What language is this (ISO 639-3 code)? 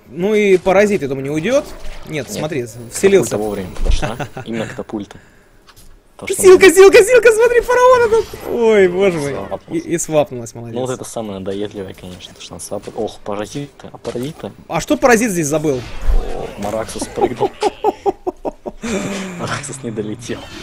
rus